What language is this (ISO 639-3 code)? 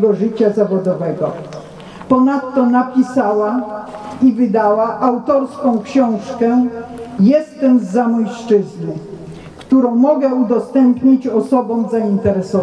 pol